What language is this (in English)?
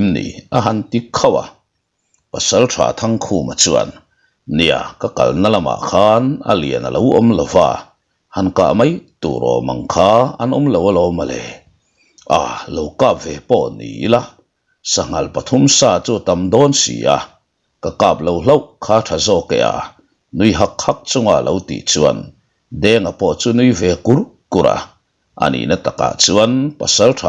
Mizo